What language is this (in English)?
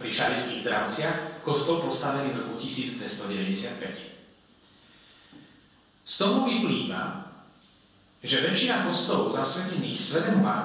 Slovak